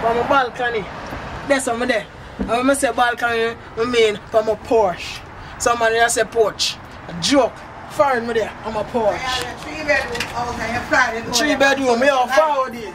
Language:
Jamaican Creole English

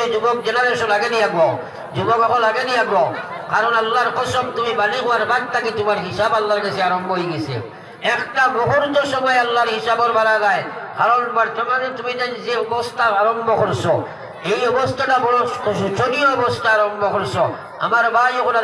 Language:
Sylheti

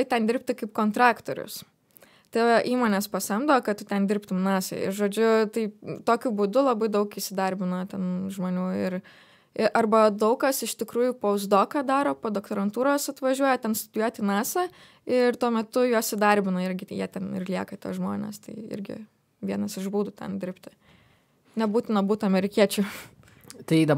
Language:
Lithuanian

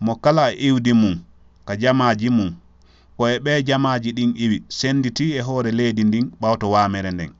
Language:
Fula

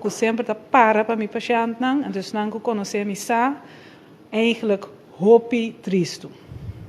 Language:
Papiamento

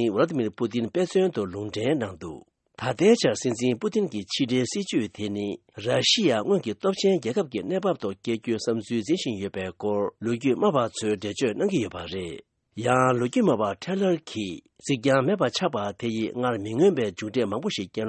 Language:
Tibetan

